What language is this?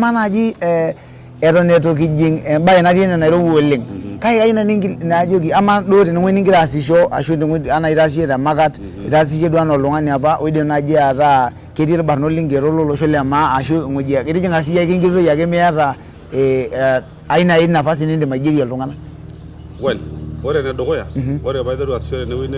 Masai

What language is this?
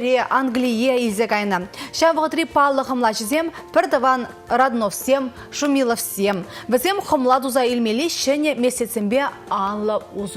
Chuvash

